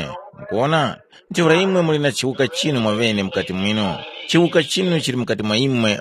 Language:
Tumbuka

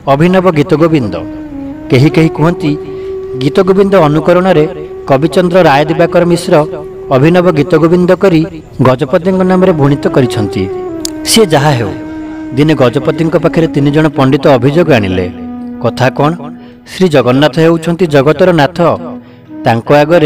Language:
Odia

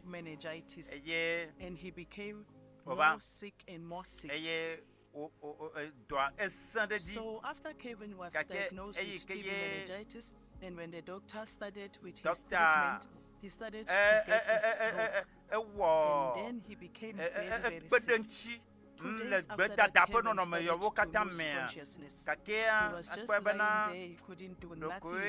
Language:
Ewe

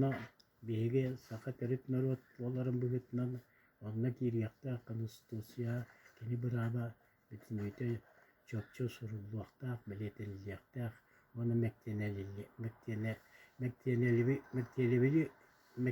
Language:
Yakut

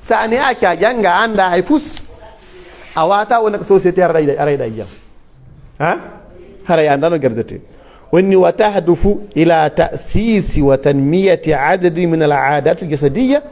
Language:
Pular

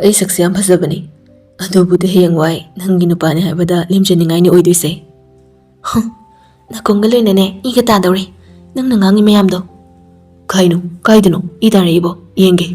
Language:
Manipuri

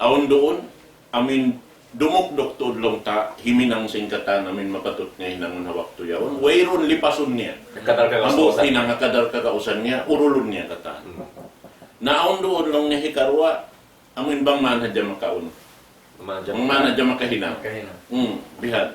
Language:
Tausug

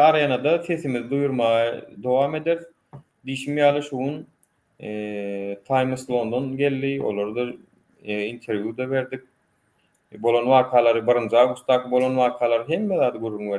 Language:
Turkmen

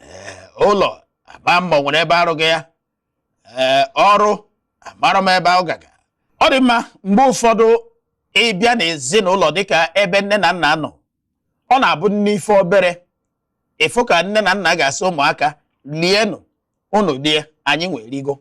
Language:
Igbo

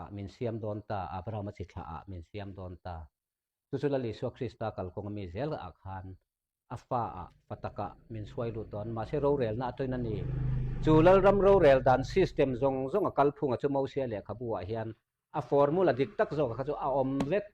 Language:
Mizo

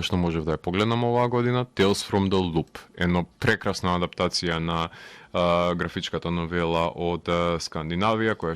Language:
Macedonian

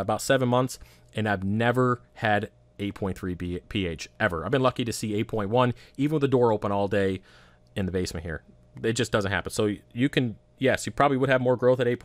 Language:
English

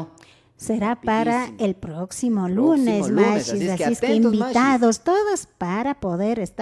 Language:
Imbabura Highland Quichua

